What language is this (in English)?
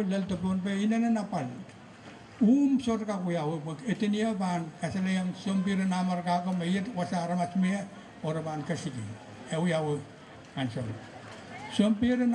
Pohnpeian